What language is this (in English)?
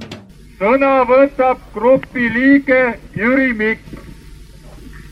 Estonian